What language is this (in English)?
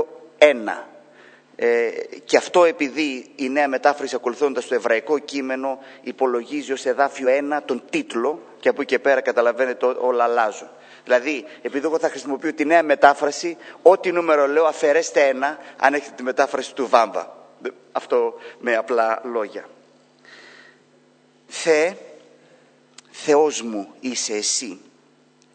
Greek